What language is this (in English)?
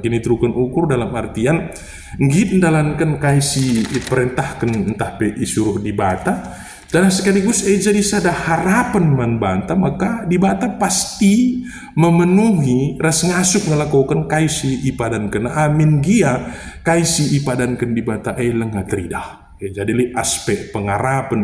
Batak Karo